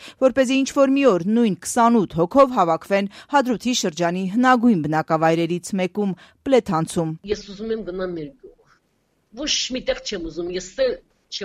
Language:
Armenian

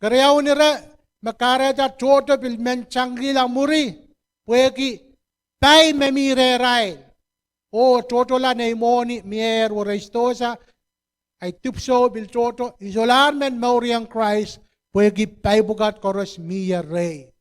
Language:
Pohnpeian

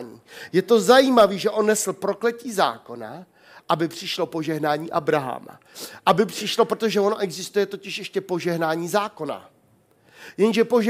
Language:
Czech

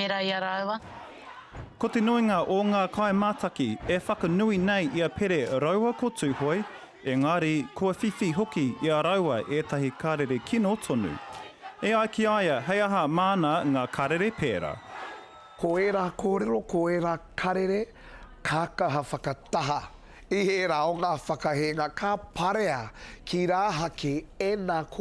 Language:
Māori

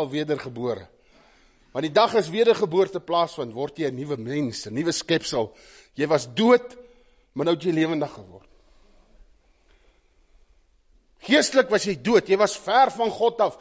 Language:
Afrikaans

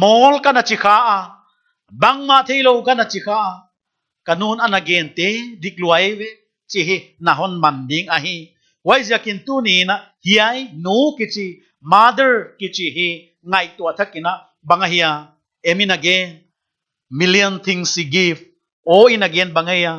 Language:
Paite Chin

